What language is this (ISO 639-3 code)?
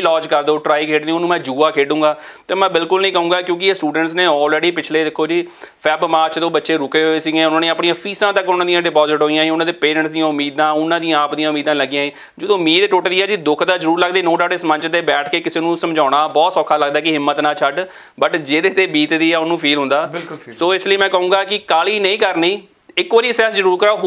pan